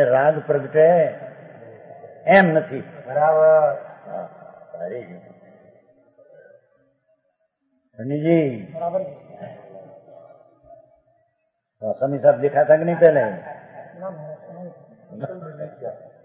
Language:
Gujarati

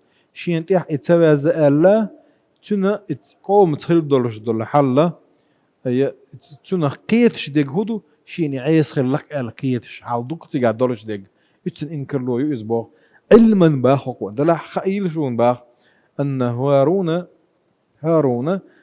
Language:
Chechen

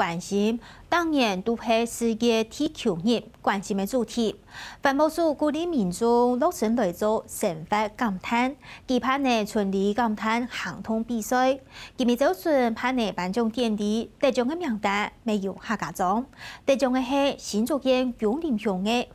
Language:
Hakka Chinese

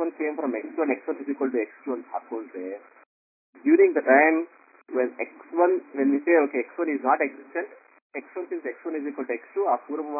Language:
Kannada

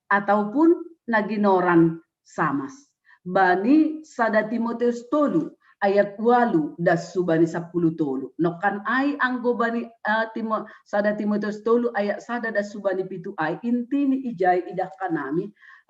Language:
Batak Simalungun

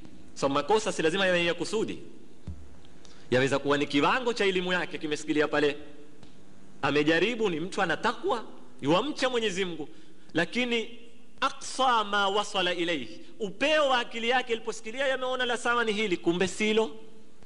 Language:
Swahili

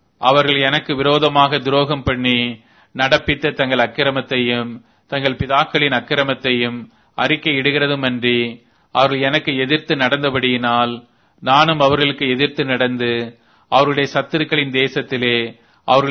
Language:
Tamil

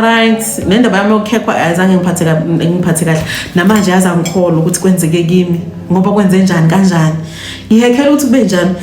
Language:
Zulu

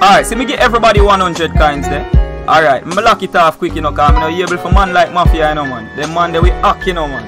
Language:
Jamaican Creole English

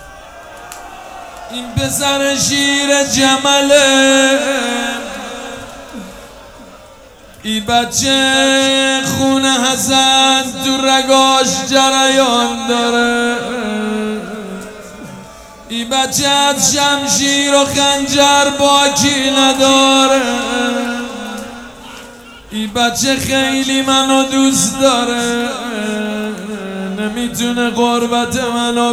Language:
Persian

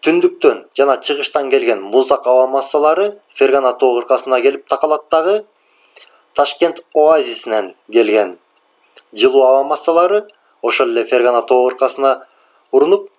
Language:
Kyrgyz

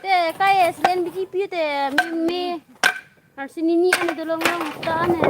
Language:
Karbi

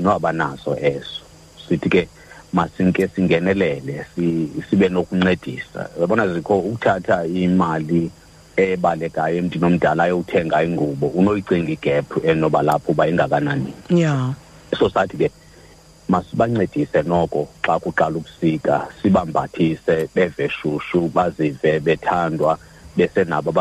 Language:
Xhosa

